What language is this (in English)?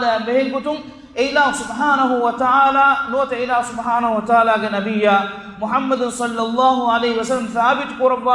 Divehi